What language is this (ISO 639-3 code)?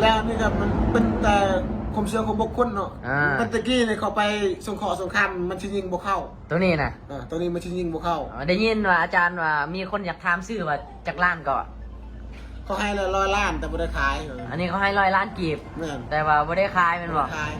lao